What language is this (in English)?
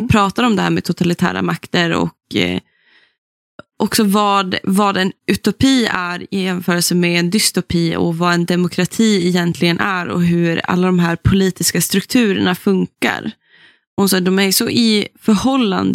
Swedish